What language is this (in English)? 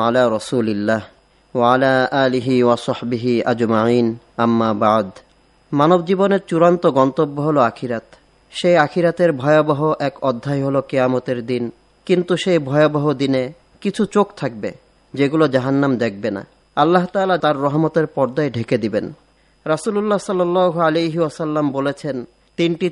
Bangla